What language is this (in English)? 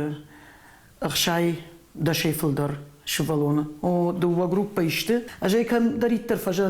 Ossetic